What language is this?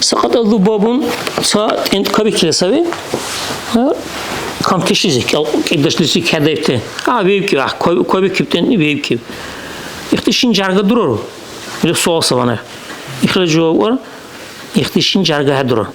Dargwa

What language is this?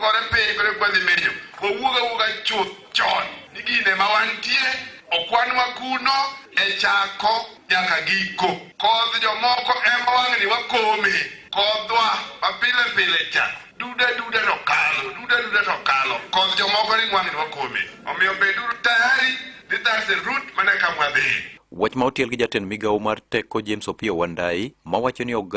Luo (Kenya and Tanzania)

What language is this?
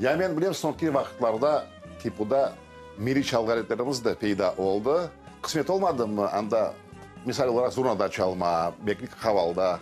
Crimean Tatar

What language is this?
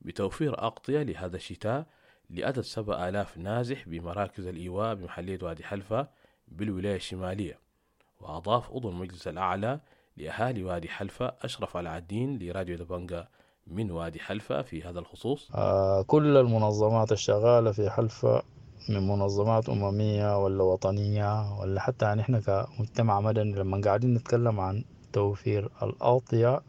Sudanese Arabic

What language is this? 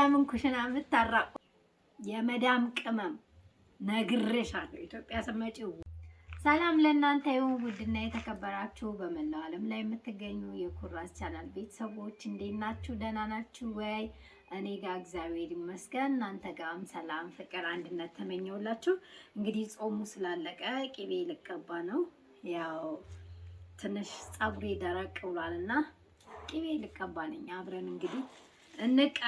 Amharic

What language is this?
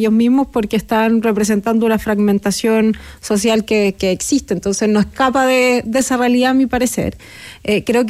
Spanish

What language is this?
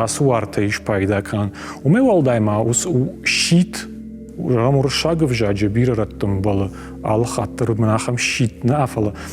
Ossetic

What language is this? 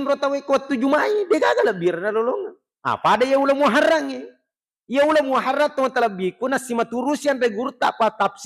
Buginese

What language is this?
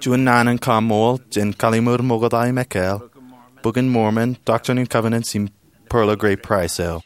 Marshallese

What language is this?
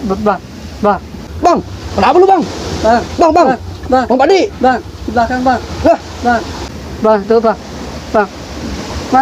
Betawi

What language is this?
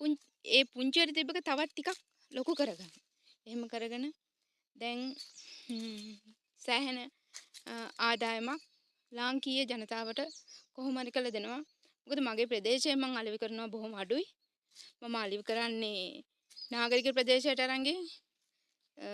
Sinhala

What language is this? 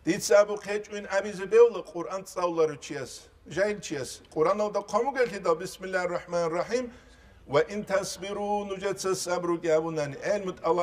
Avaric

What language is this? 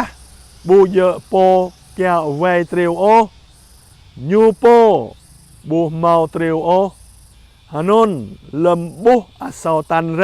Jarai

